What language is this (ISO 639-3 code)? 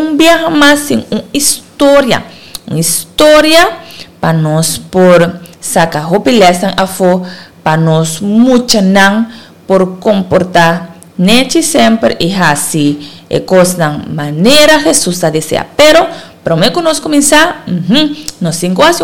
pap